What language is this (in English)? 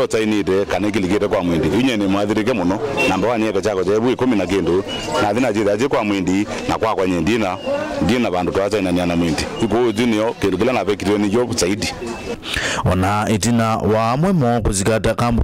Kamba